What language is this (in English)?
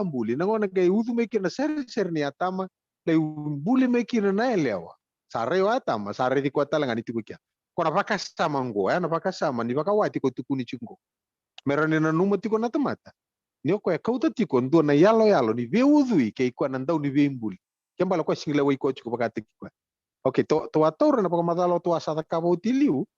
Fijian